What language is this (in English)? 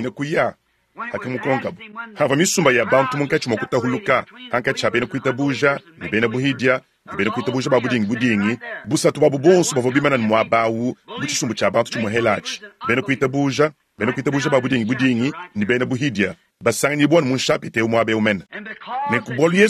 Luba-Lulua